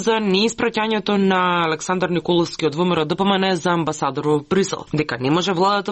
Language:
Macedonian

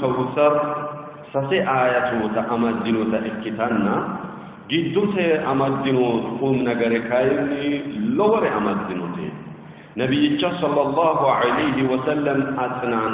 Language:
Sidamo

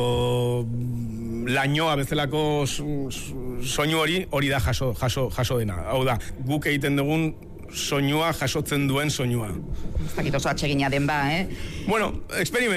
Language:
Basque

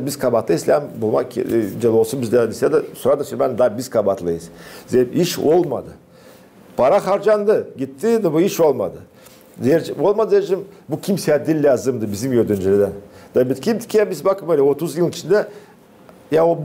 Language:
Gagauz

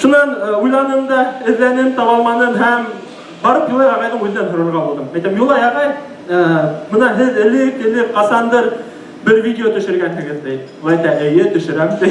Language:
Bashkir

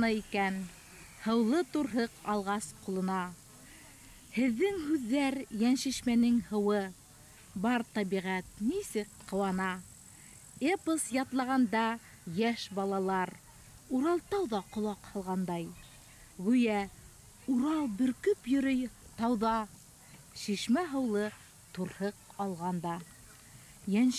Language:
Bashkir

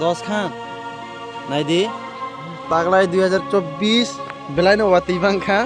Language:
Kok Borok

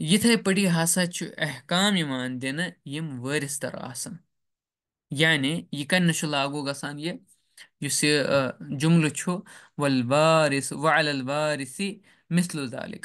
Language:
Kashmiri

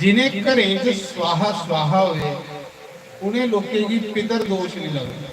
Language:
Dogri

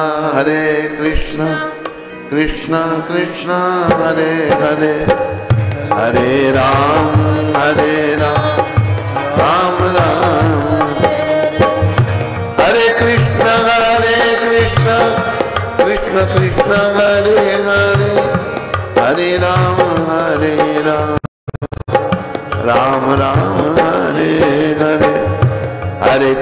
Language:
Hindi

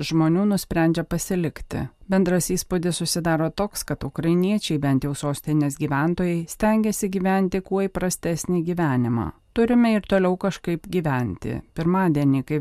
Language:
Lithuanian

